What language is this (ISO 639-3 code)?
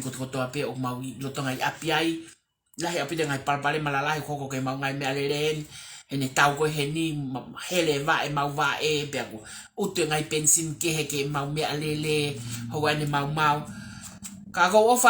ton